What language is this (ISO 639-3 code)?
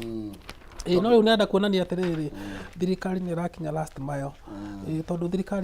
kik